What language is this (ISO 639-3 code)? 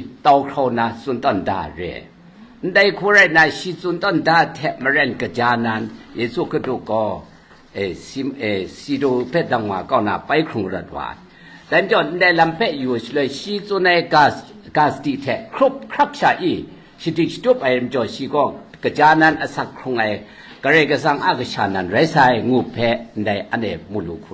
kac